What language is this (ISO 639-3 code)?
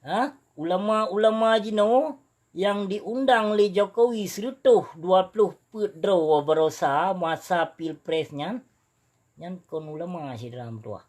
ace